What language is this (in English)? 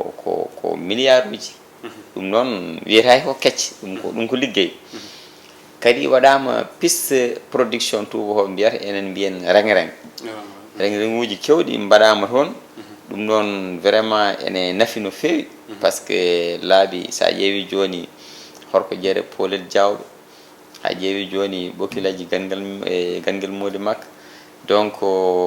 Fula